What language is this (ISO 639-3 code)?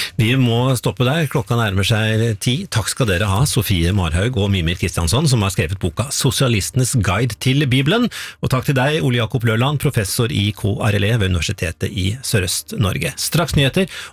nor